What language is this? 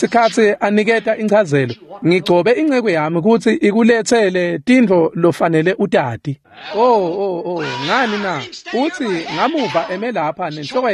Swati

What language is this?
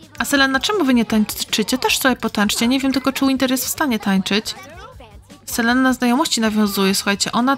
Polish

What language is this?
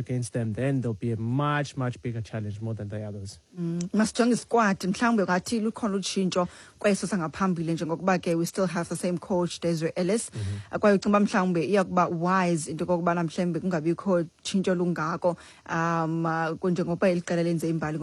Xhosa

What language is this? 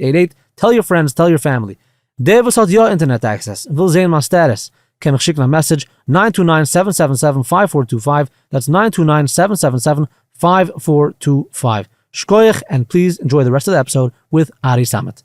Yiddish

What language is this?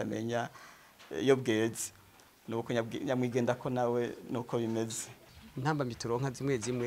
Rundi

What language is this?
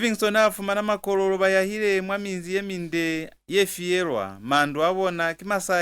Lozi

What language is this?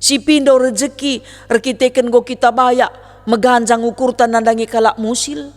Batak Karo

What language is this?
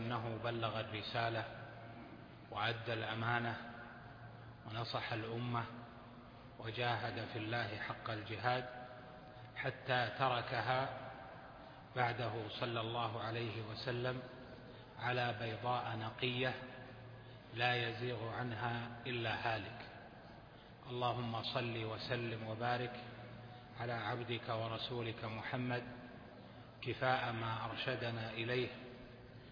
Arabic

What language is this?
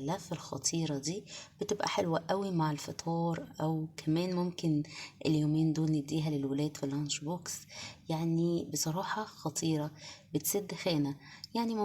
Egyptian Arabic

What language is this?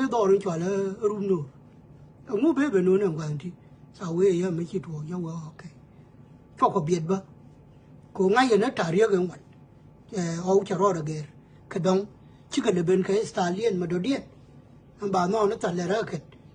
Nuer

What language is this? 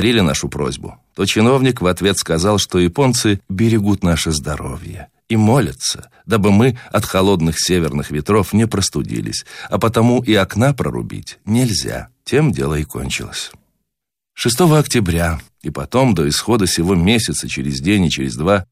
Russian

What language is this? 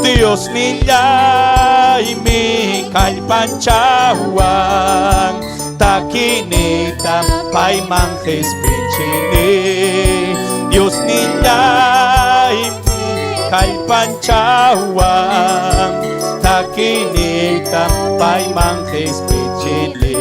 Ayacucho Quechua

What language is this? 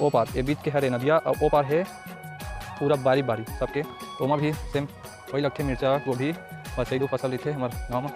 Chhattisgarhi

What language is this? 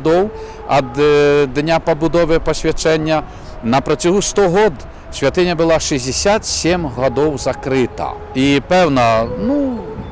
Belarusian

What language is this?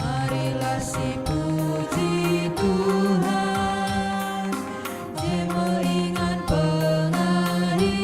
Batak Karo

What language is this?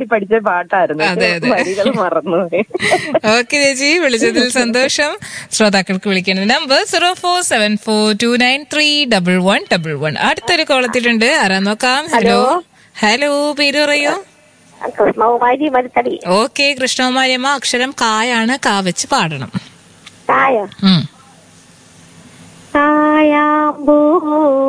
Malayalam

